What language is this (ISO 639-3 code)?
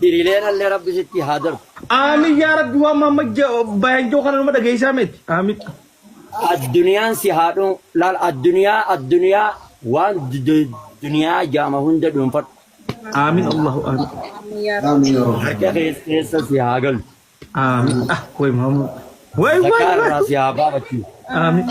orm